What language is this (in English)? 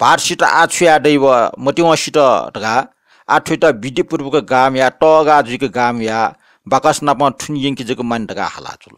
Newari